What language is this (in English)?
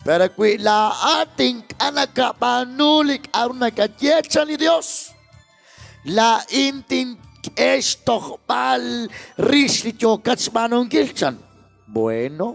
Kekchí